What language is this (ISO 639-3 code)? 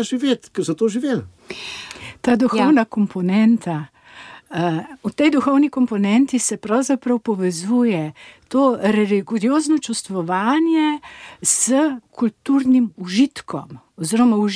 slv